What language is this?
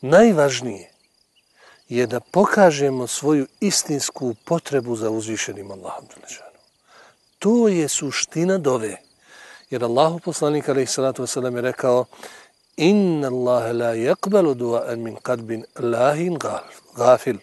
Bosnian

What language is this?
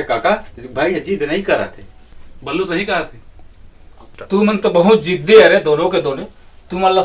Chhattisgarhi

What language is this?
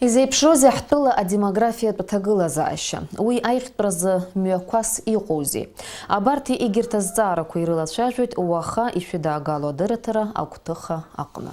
Abkhazian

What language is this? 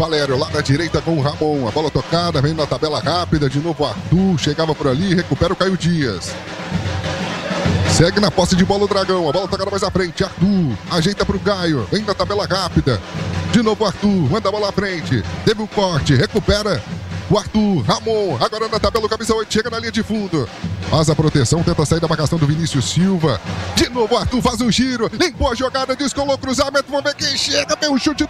Portuguese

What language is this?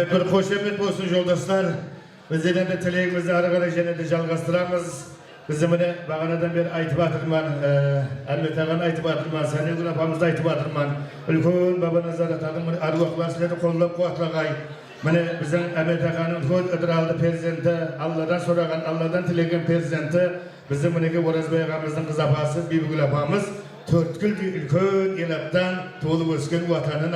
Kara-Kalpak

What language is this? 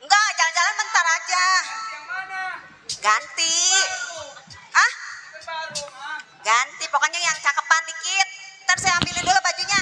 Betawi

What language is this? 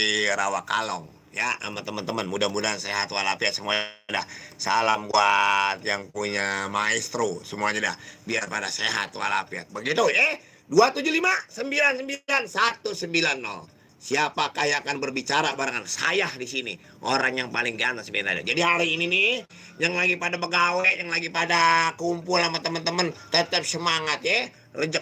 Betawi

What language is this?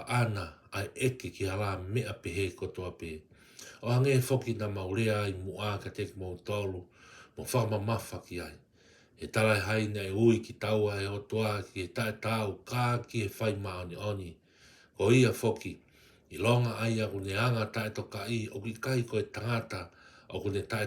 Tongan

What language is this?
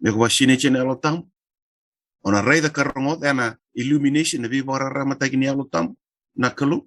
Fijian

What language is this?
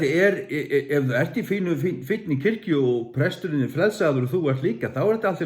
Faroese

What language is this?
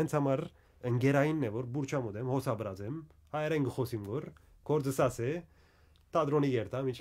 Western Armenian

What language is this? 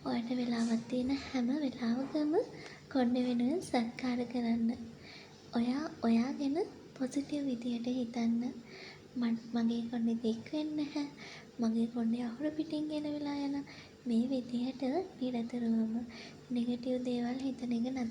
Sinhala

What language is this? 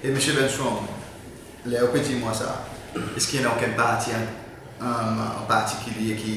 Seselwa Creole French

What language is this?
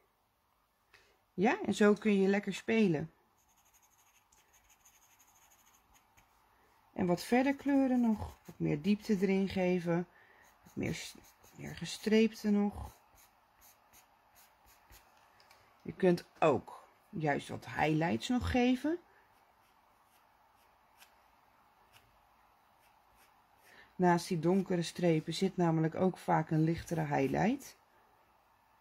Dutch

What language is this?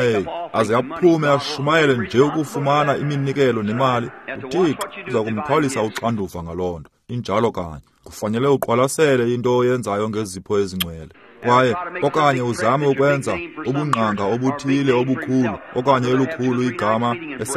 Xhosa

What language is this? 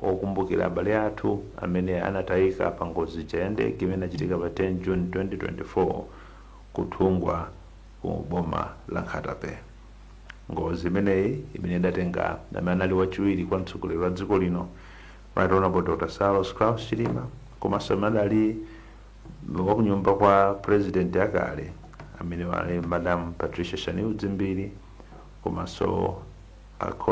Nyanja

